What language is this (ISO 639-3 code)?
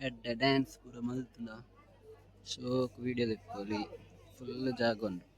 tcy